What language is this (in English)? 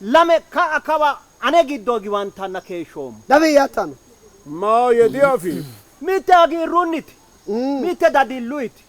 Sidamo